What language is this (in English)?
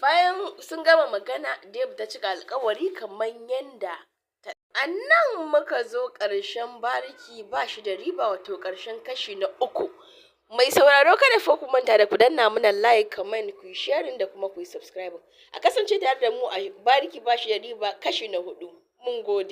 Hausa